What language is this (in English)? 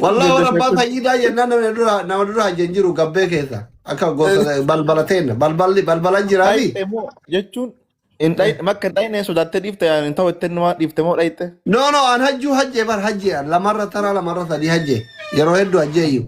Oromo